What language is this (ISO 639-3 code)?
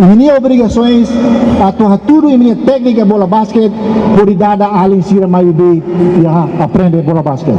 tet